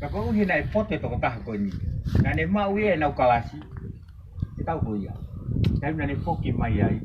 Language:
Tongan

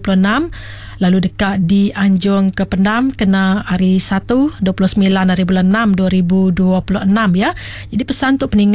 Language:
Iban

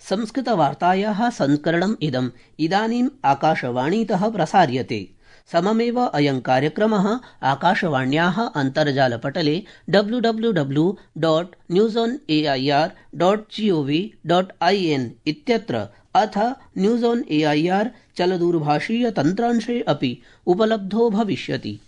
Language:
Sanskrit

